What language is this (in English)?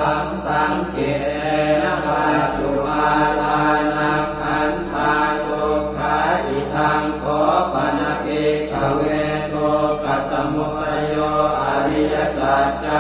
Pali